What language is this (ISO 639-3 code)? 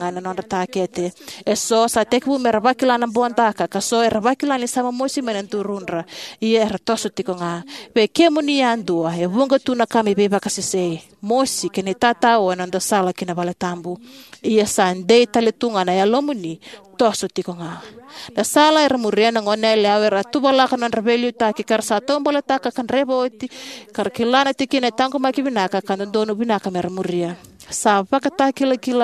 fij